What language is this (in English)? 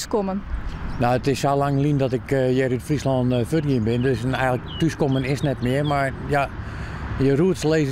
Western Frisian